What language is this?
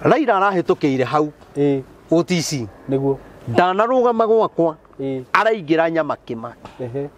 Kikuyu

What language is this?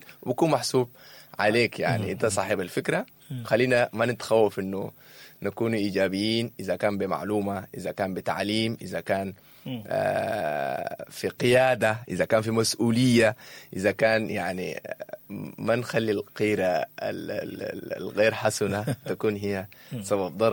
Sudanese Arabic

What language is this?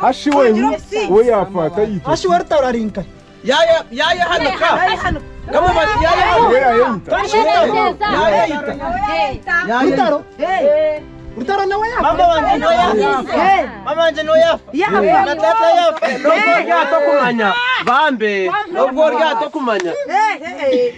Nyankole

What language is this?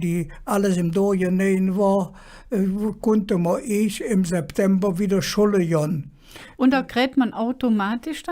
Colognian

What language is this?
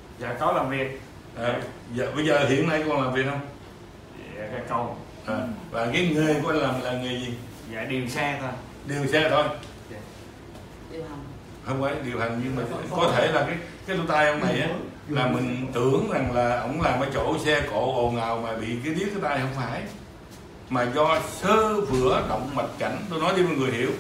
Vietnamese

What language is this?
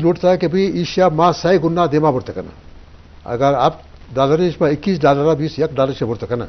Eastern Balochi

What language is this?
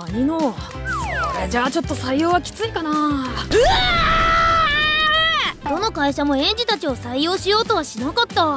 Japanese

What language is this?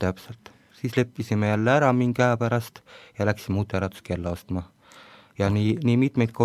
Estonian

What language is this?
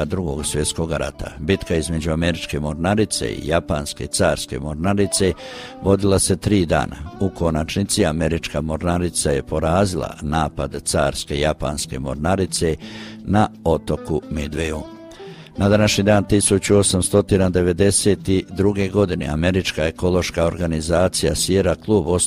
Croatian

